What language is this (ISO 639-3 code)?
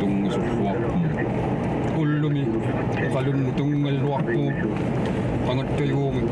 kal